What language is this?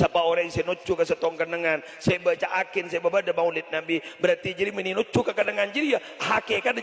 Madurese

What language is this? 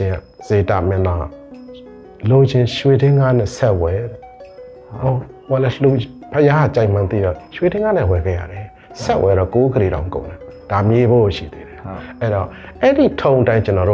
Burmese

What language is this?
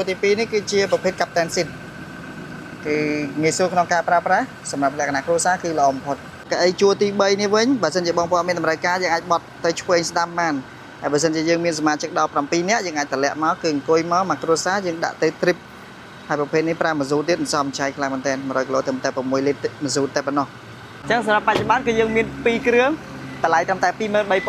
Khmer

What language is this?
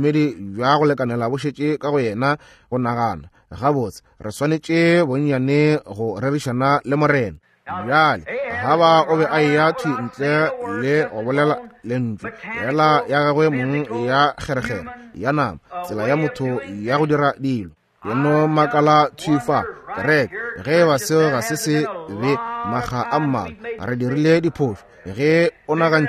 Northern Sotho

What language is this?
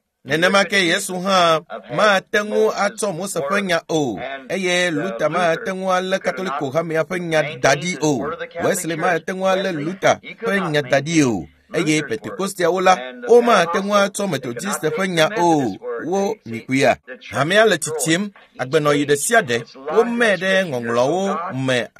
Ewe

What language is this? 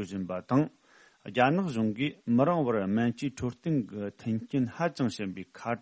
Tibetan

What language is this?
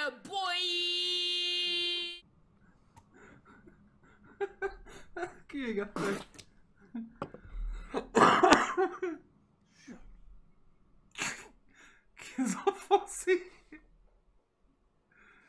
Hungarian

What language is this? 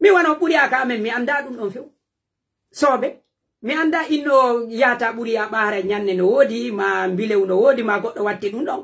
Pular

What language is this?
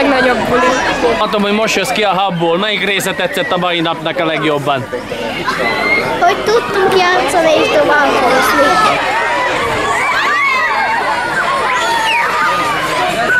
Hungarian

